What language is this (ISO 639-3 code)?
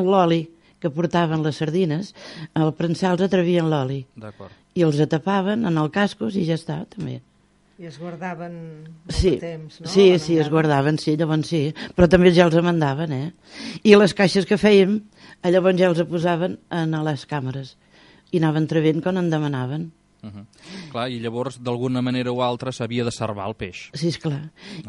cat